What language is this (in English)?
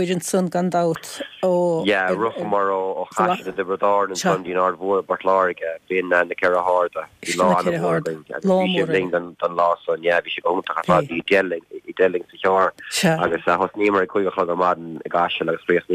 Irish